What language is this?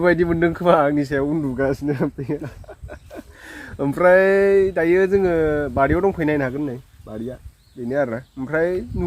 Bodo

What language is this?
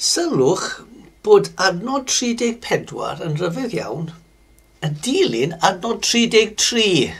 Welsh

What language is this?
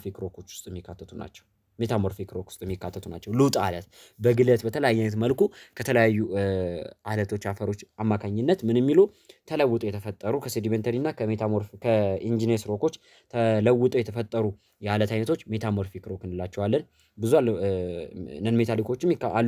Amharic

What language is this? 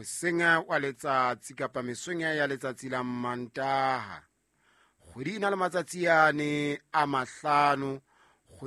Southern Sotho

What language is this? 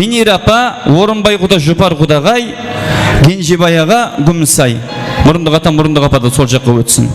Kara-Kalpak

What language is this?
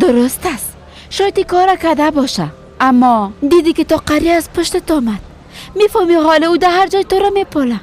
Persian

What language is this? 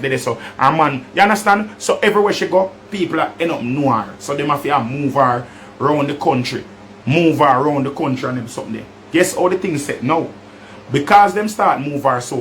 Jamaican Creole English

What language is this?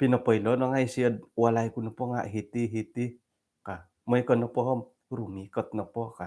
Central Dusun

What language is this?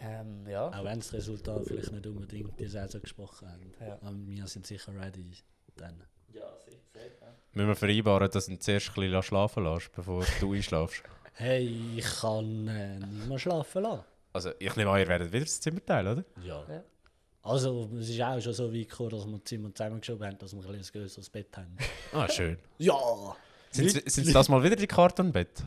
Swiss German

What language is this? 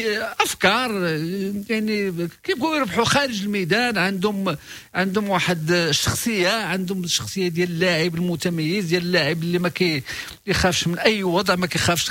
Moroccan Arabic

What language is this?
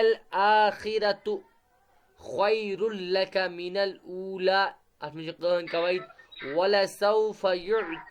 Kashmiri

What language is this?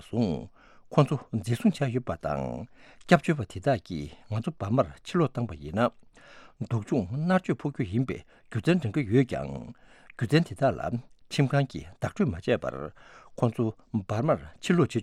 Tibetan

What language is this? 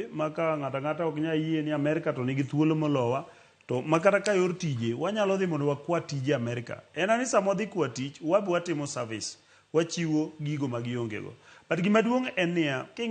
Luo (Kenya and Tanzania)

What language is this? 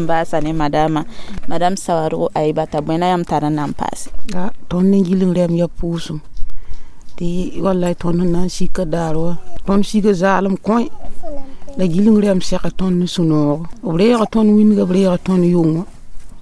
Mossi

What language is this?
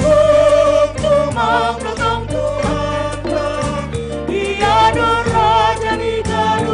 Batak Simalungun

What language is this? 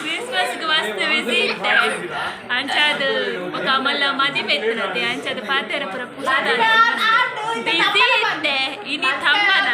Tulu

